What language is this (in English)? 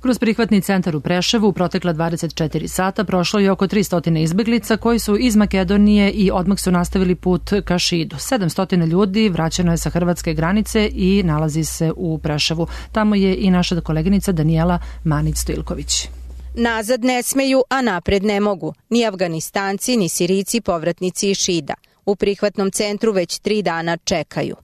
Serbian